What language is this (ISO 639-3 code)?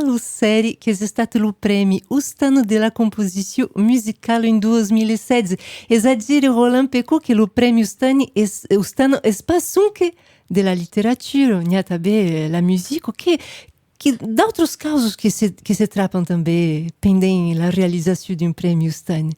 oci